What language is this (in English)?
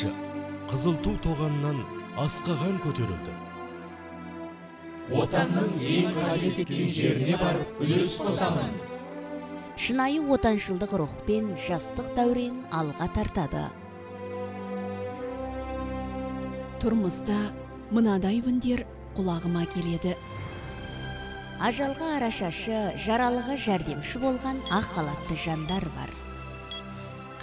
Kazakh